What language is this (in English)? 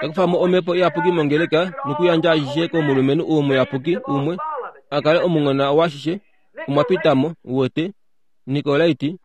Kuanyama